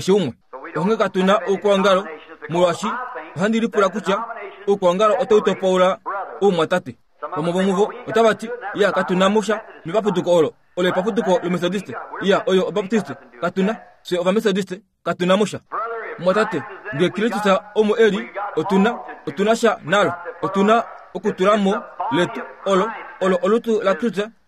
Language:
Kuanyama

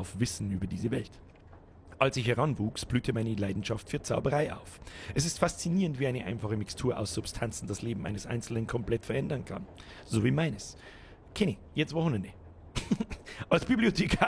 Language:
Bavarian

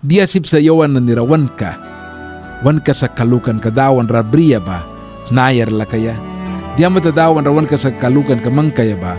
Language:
Mískito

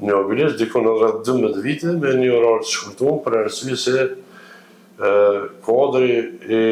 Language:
Albanian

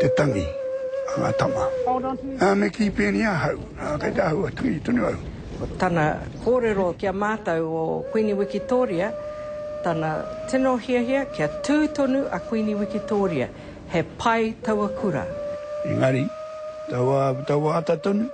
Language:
Māori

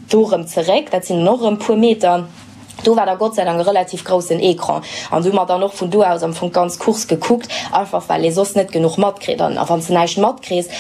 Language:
Luxembourgish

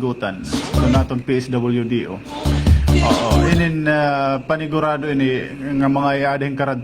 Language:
Waray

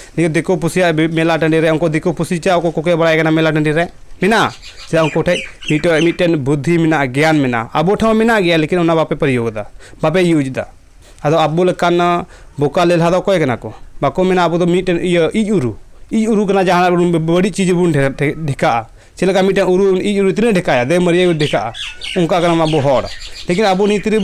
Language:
Santali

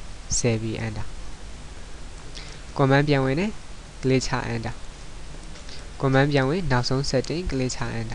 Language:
Burmese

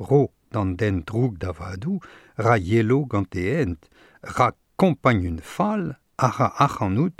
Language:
Breton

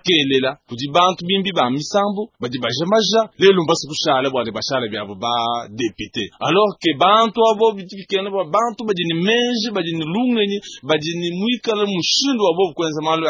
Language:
Luba-Lulua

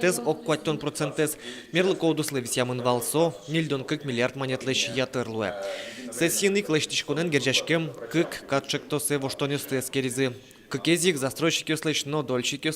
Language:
Udmurt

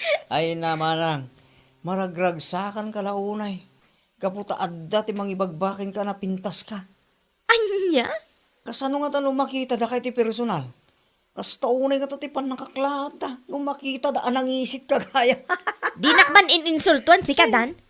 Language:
Iloko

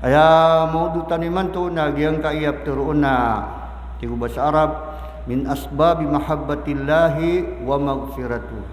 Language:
Maranao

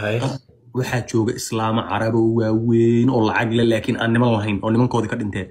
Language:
Somali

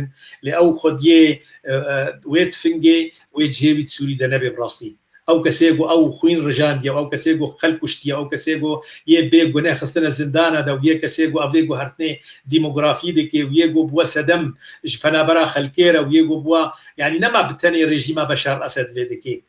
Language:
Kurdish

